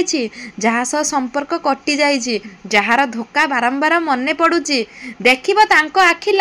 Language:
Odia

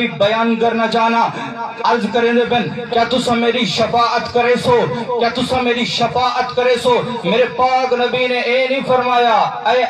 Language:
Saraiki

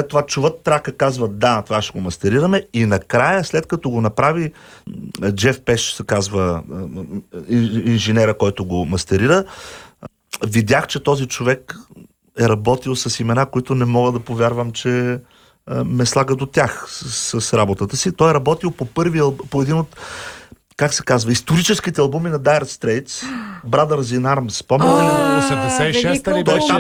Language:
Bulgarian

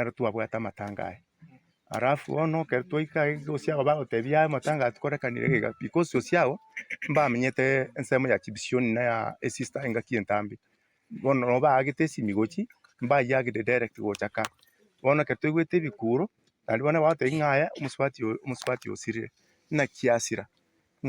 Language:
Gusii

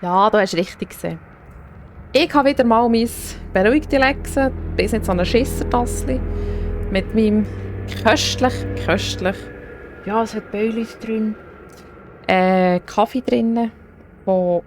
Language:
Swiss German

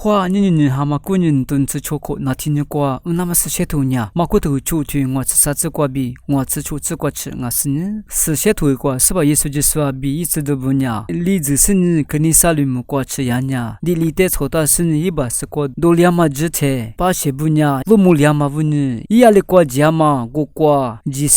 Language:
Lisu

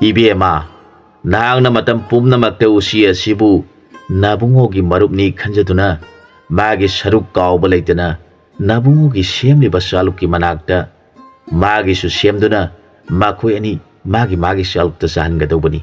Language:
Manipuri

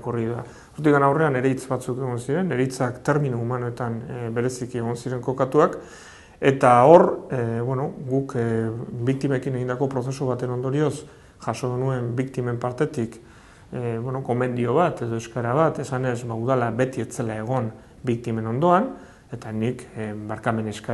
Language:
Basque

